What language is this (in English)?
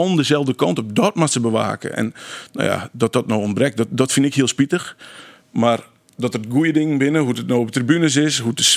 Western Frisian